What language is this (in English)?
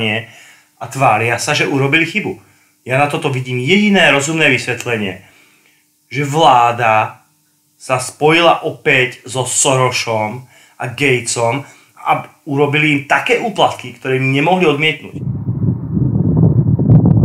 Slovak